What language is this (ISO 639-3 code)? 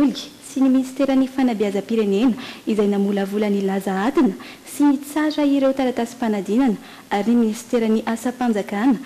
mlg